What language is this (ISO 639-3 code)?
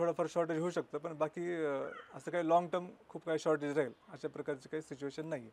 mar